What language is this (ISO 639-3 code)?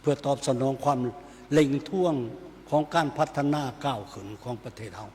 lao